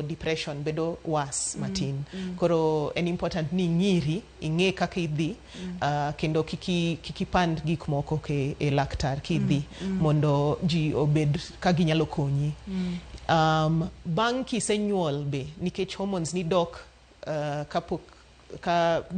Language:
Luo (Kenya and Tanzania)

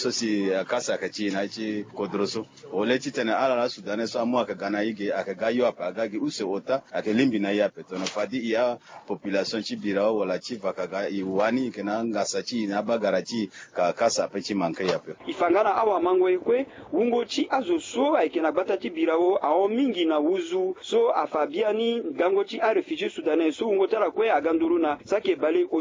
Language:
Sango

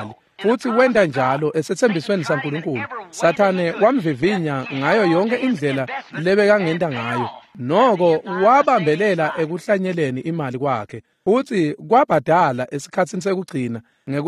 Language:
Swati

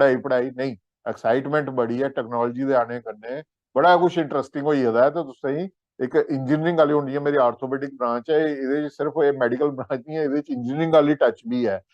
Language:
Dogri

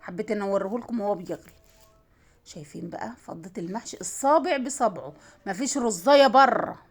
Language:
Egyptian Arabic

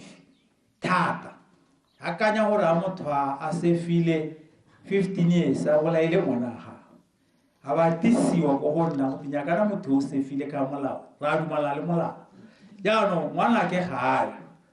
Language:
Tswana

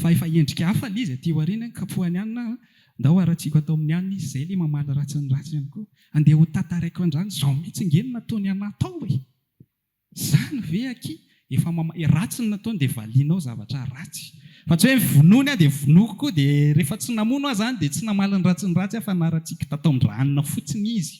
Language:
Malagasy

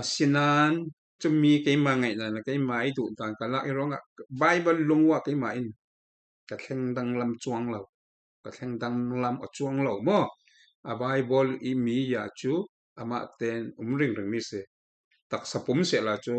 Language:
Falam Chin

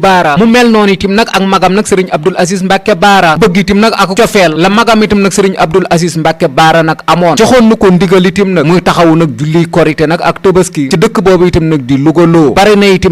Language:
Wolof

